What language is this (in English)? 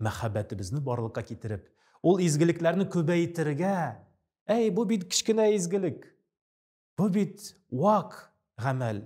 Tatar